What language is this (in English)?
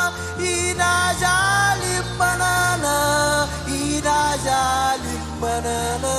Marshallese